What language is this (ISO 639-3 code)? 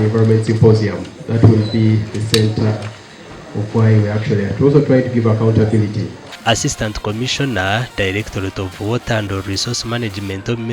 nyn